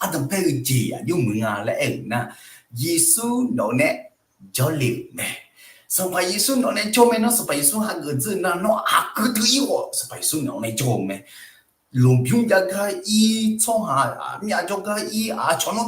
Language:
Akha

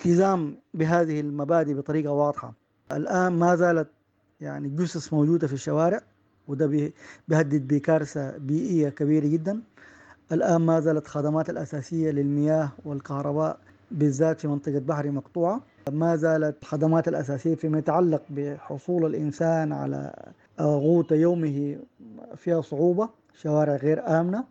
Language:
Sudanese Arabic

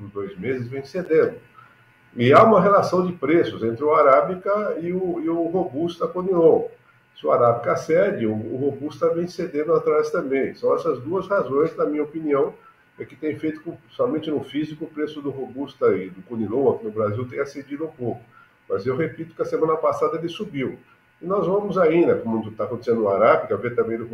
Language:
Portuguese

